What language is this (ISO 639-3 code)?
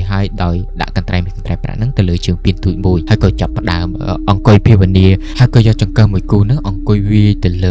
khm